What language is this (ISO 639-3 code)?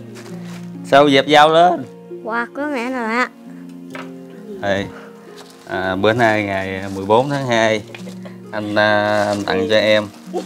vie